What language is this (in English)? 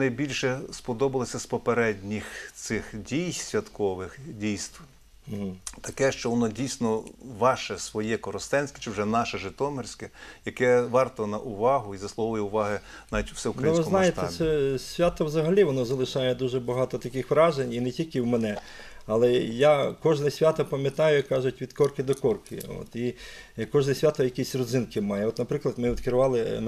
Ukrainian